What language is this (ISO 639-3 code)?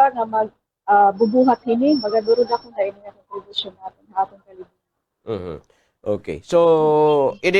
war